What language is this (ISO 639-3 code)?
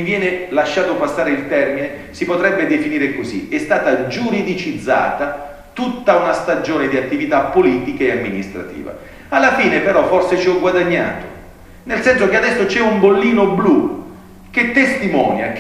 ita